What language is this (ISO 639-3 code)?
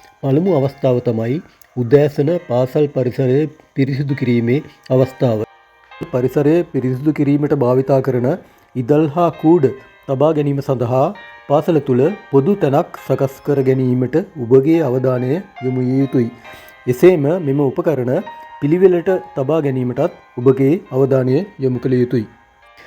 sin